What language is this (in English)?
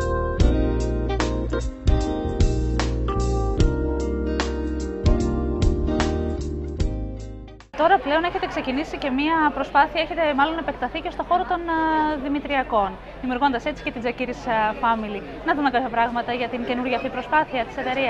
Greek